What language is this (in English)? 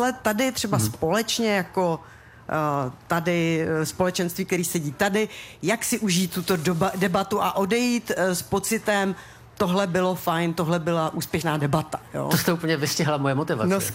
Czech